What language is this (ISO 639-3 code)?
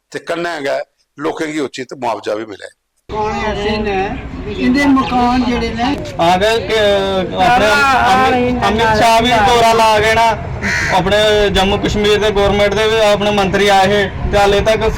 doi